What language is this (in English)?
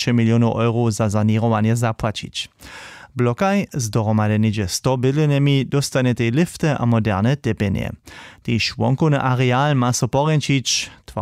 Upper Sorbian